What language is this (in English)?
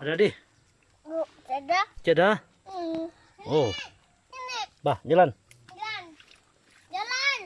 Sabah Malay